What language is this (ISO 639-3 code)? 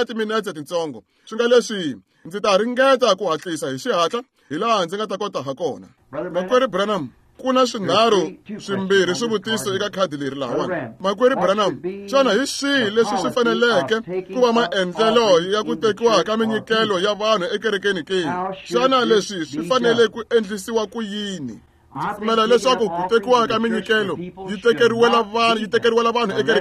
tso